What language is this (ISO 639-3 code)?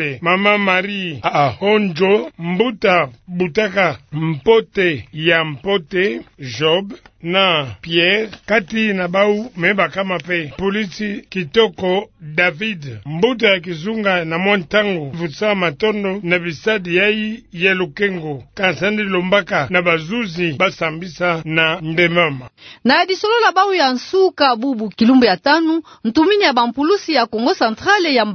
ktu